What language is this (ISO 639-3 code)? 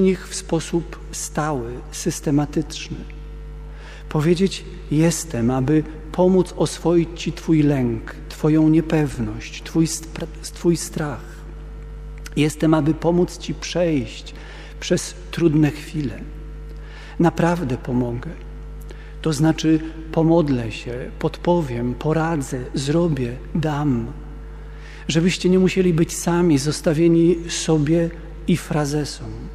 pol